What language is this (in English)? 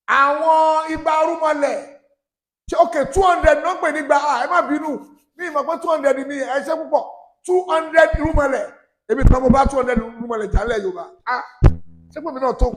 Yoruba